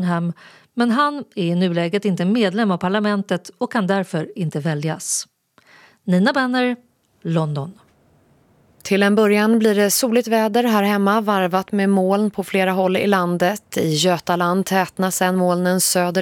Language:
Swedish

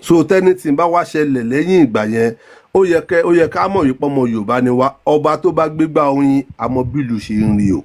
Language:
Yoruba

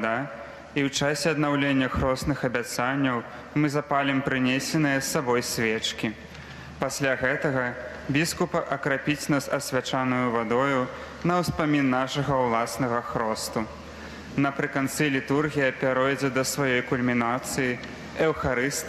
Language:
Belarusian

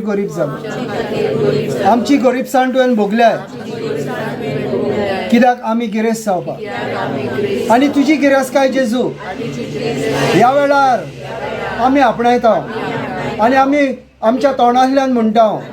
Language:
Konkani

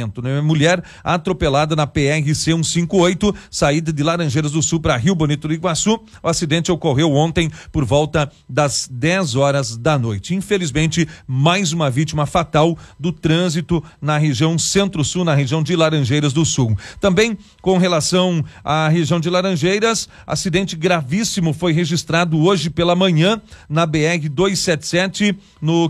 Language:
Portuguese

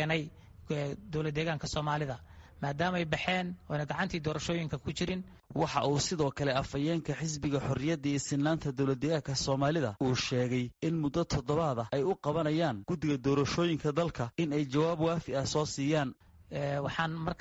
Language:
Somali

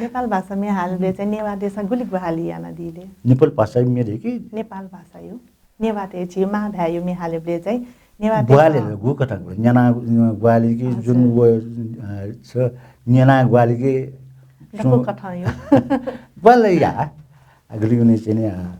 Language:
Newari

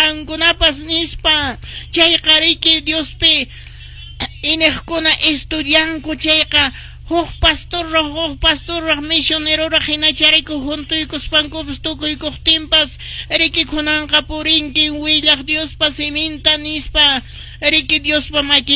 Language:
Quechua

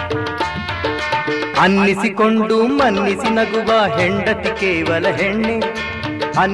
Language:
Kannada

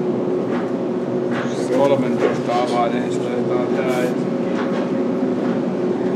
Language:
Finnish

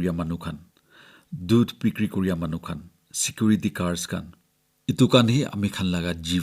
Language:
Naga Pidgin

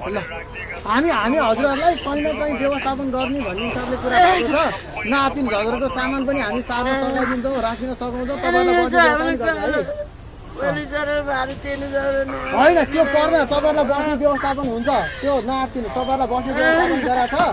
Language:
Nepali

